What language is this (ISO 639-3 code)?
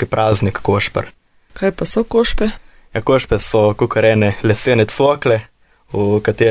slv